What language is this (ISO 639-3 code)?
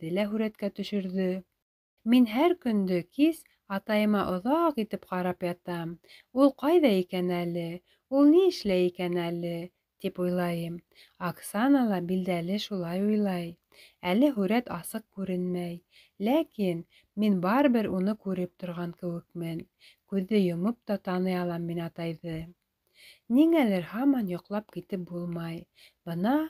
bak